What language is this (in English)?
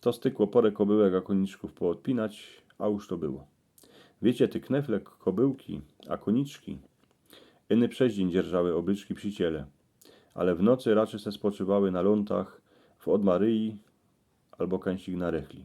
Silesian